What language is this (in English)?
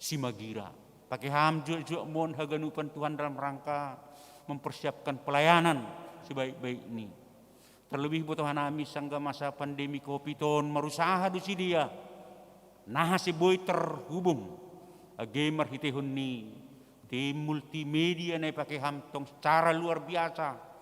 Batak Simalungun